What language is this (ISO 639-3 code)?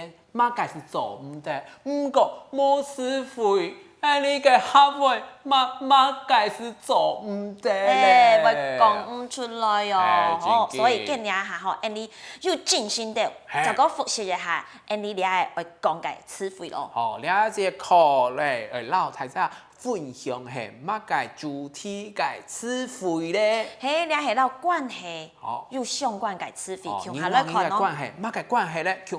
hak